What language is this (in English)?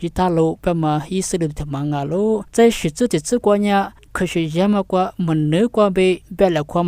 Lisu